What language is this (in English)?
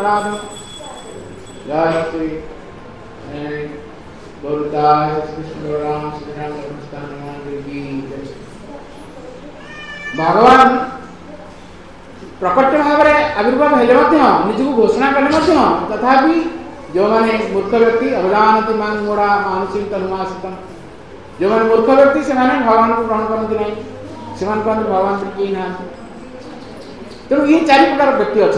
Odia